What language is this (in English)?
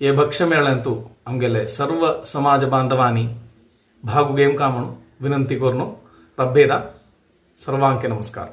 Konkani